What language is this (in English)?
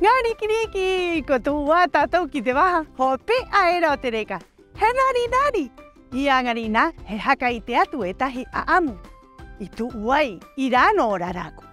Rapanui